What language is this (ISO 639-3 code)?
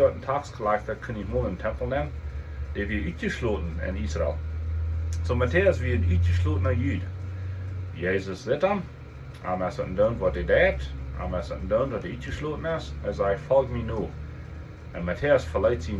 pdt